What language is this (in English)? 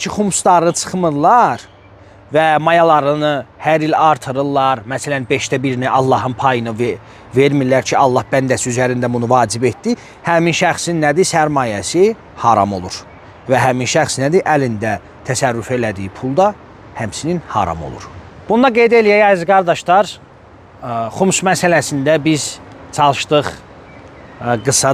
Azerbaijani